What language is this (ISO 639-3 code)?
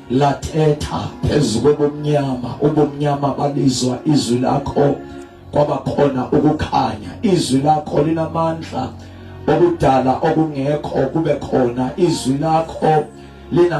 zul